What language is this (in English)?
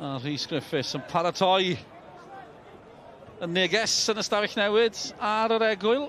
Welsh